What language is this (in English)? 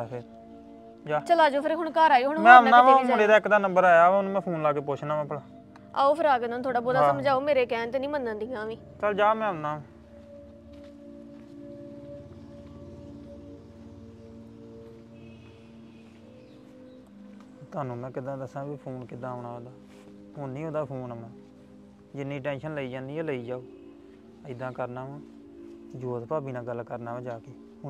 Punjabi